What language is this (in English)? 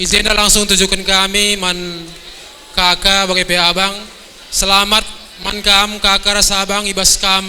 Batak Karo